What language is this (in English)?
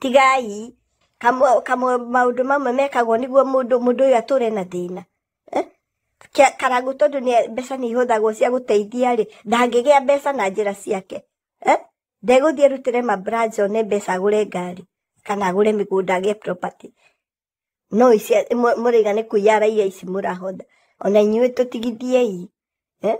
Kikuyu